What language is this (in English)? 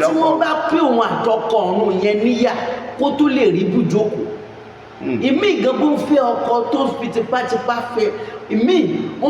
Yoruba